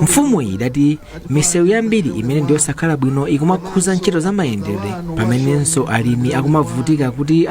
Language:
Nyanja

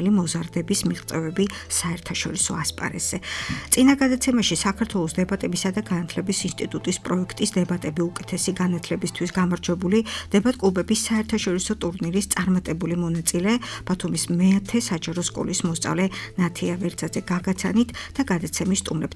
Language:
Georgian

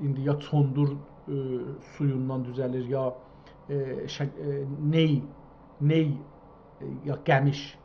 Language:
South Azerbaijani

